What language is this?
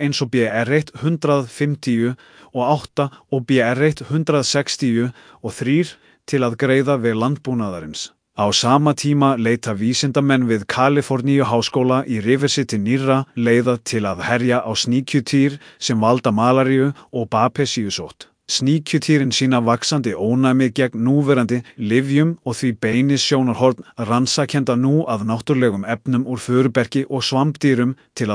Icelandic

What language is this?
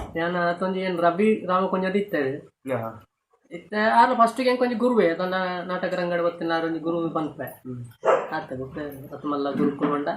Tulu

